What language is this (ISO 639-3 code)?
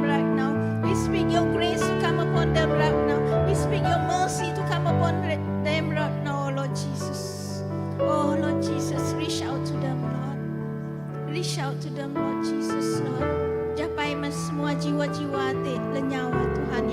iba